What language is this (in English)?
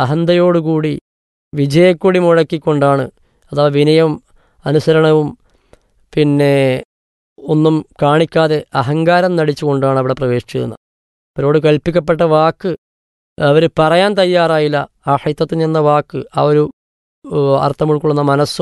Malayalam